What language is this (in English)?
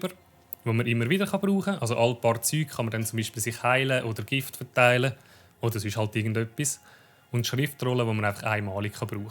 Swiss German